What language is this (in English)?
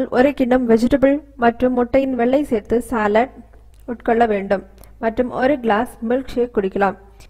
Tamil